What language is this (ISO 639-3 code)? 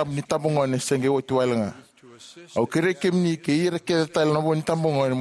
fij